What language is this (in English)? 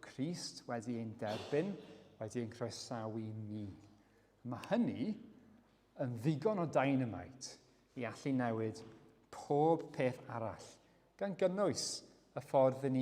Welsh